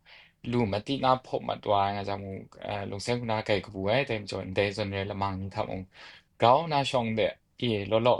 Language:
Kachin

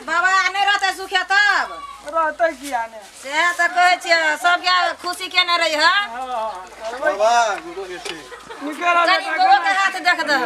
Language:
Maithili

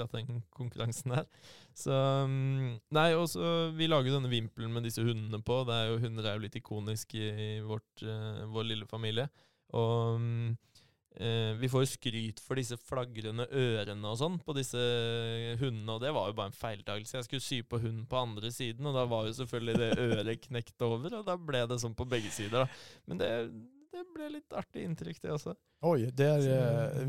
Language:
Swedish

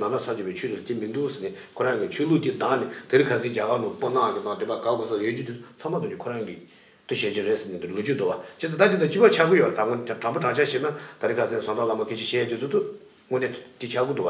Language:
Tibetan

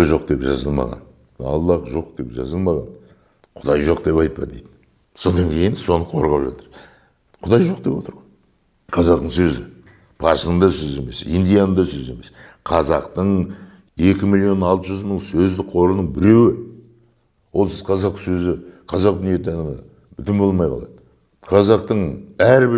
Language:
Kazakh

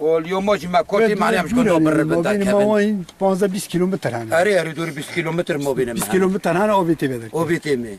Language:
Kurdish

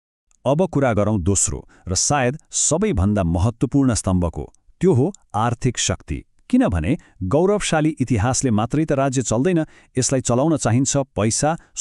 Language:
Nepali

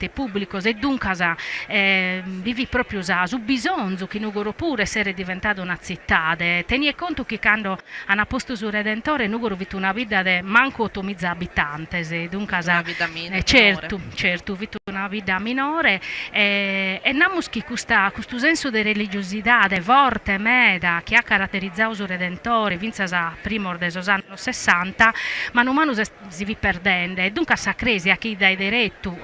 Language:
Sardinian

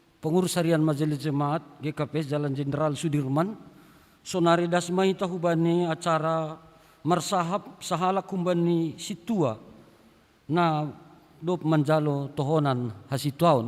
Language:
Batak Simalungun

